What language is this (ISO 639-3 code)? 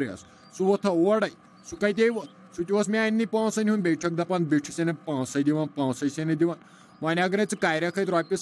kas